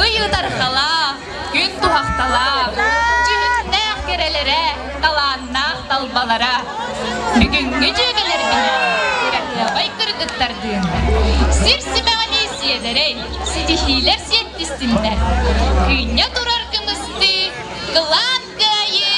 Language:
Yakut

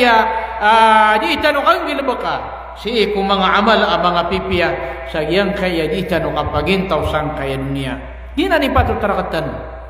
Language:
Maranao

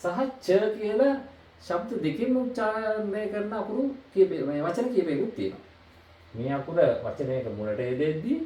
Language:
Sinhala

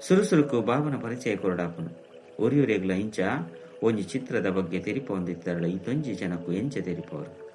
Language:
Tulu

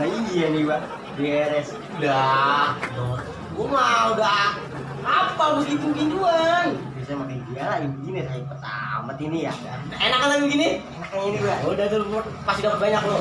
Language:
Betawi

